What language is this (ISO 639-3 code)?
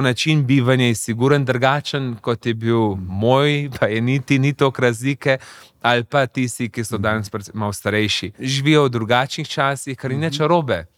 slv